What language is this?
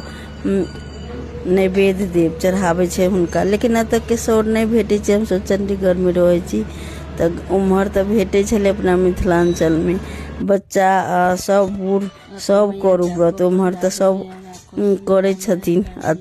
Maithili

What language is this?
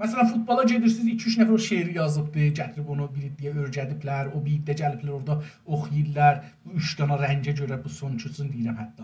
South Azerbaijani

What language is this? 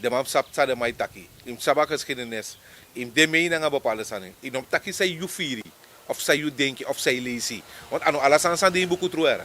Sranan Tongo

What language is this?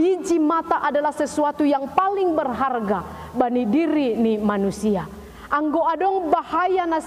Batak Simalungun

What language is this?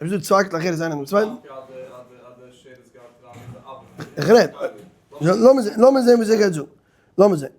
Yiddish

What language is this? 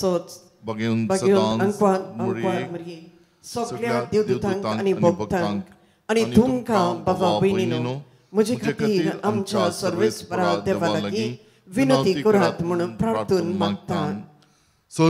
Konkani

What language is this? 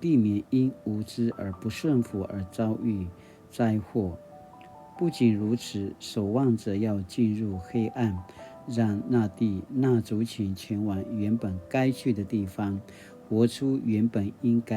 Paiwan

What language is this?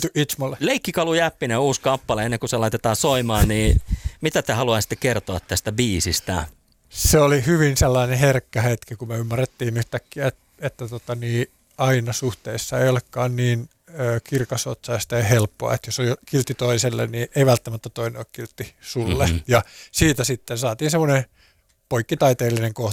Finnish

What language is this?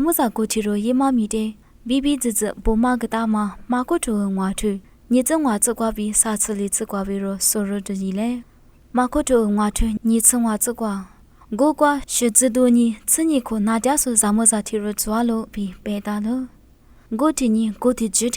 Lisu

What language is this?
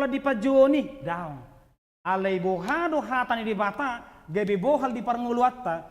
Batak Toba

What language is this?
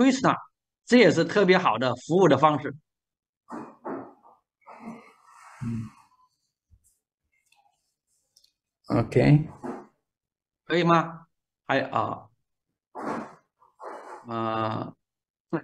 Chinese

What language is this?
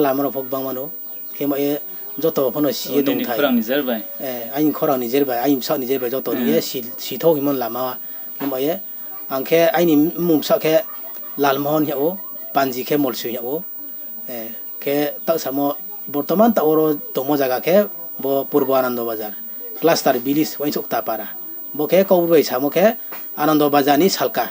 Riang (India)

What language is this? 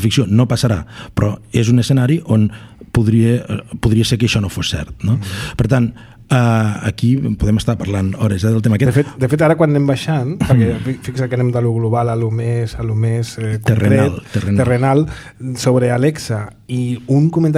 Catalan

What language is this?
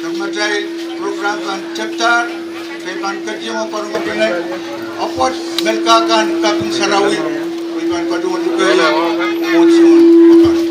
Pohnpeian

